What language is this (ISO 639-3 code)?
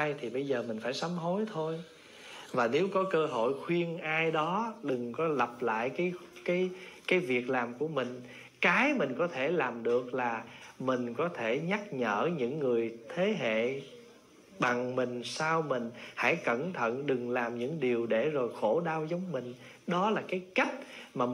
vie